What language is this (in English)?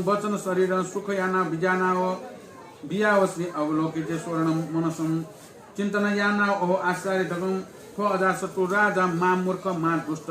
Newari